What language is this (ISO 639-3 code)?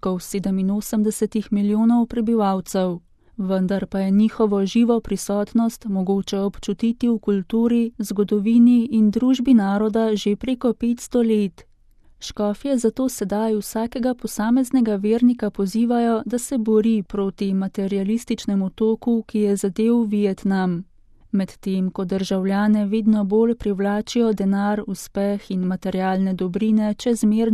slv